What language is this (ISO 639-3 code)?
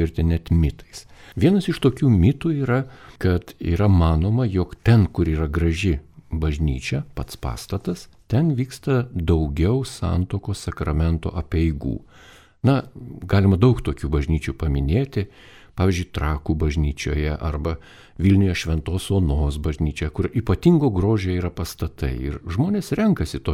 lit